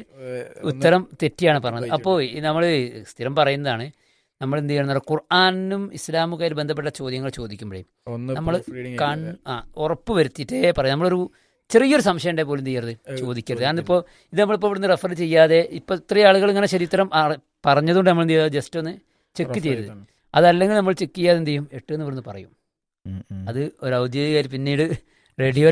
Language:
Malayalam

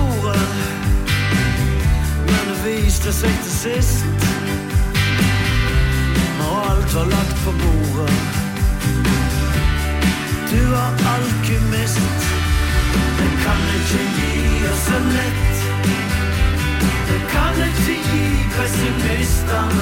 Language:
Norwegian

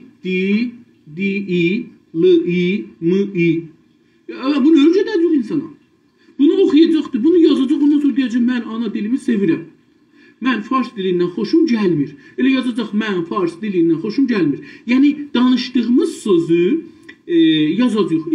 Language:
South Azerbaijani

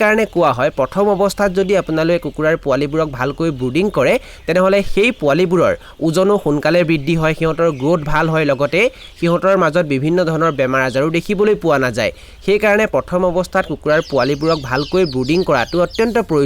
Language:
Assamese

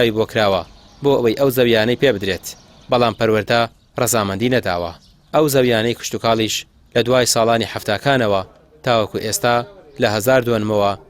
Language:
Central Kurdish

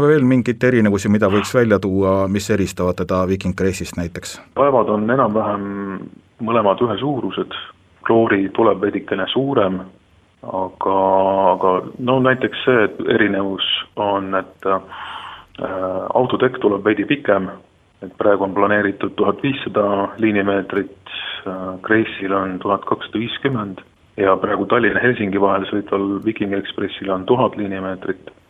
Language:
Estonian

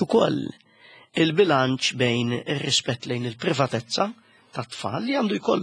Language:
Maltese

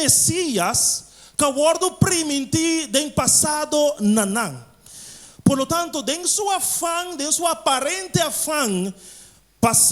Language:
Papiamento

